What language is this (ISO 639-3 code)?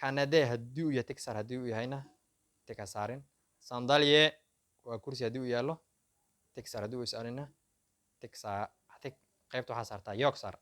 som